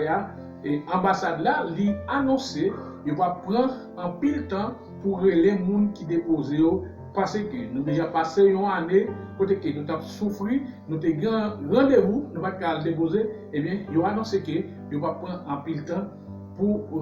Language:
Haitian Creole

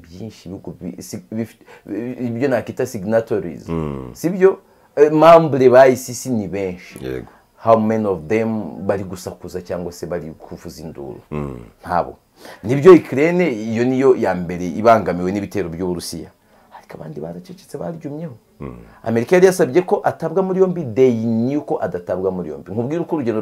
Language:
Kinyarwanda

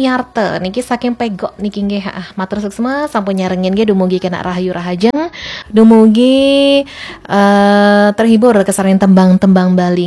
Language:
Balinese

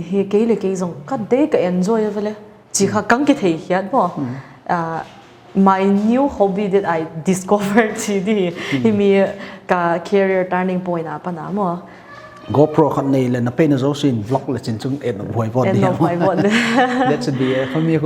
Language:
Paite Chin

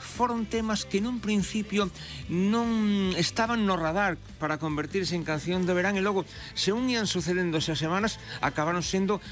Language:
Galician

